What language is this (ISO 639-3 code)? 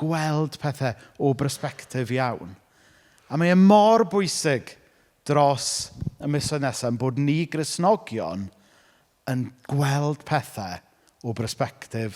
cym